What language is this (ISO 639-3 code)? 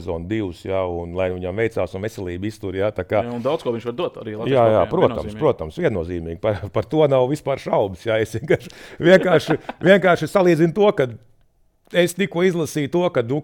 lav